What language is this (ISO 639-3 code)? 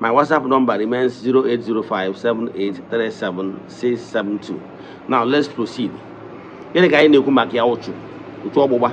ibo